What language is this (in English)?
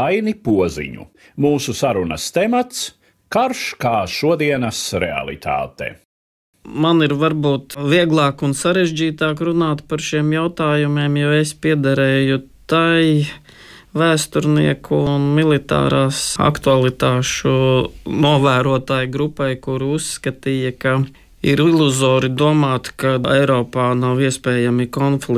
Latvian